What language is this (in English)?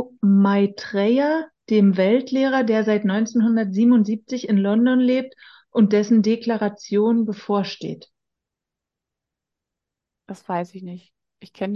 German